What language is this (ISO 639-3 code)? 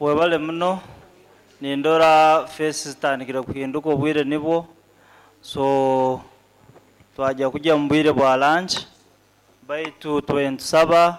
nyo